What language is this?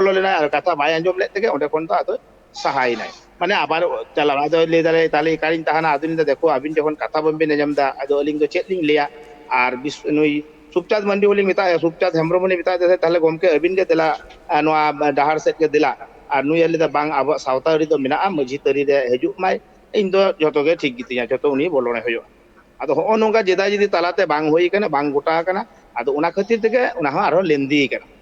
Santali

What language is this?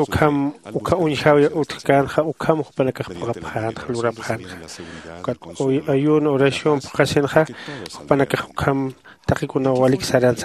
Aymara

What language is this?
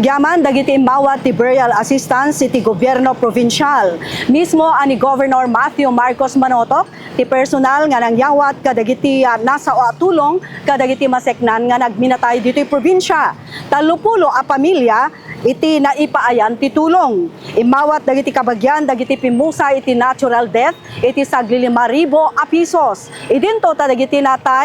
Iloko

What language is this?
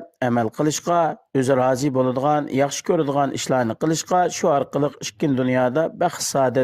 Uyghur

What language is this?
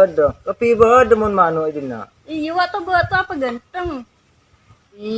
Madurese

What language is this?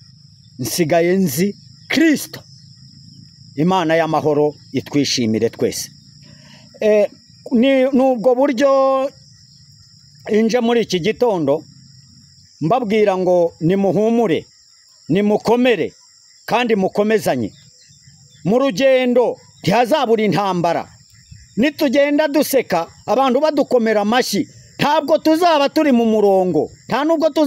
Kinyarwanda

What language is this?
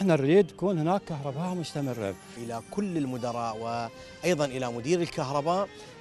Mesopotamian Arabic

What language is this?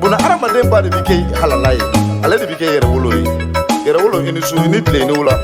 Bambara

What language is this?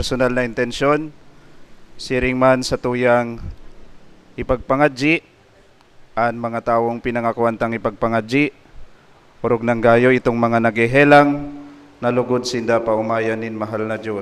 Bikol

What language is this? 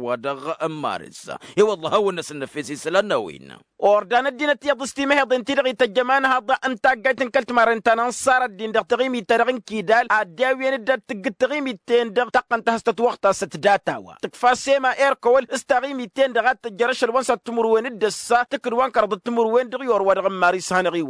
Tamasheq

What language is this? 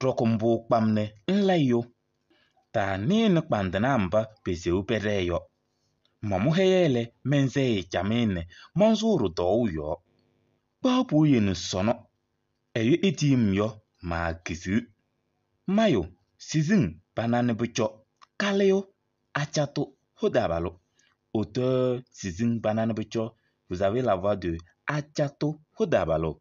Kabiyè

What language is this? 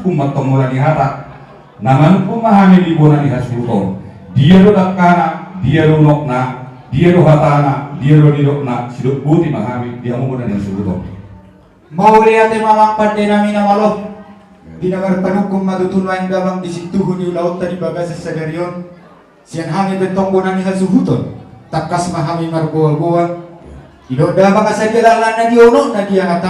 Batak Toba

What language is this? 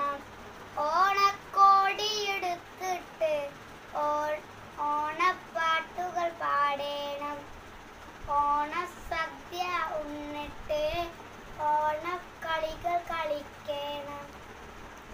Malayalam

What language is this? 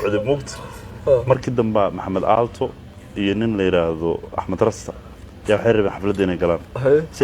Somali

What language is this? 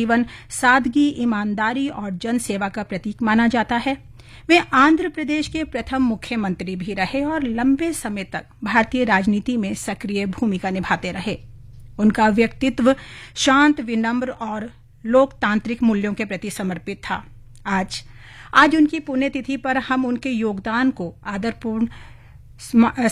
Hindi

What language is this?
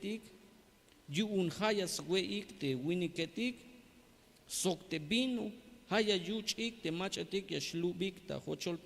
Tzeltal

